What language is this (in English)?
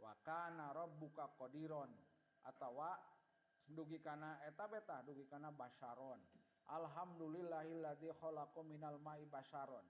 Sundanese